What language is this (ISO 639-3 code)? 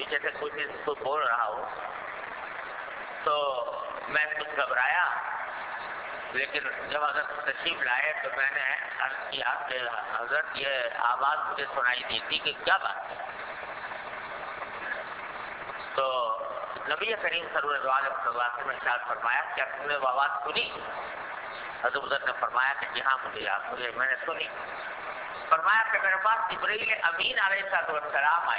urd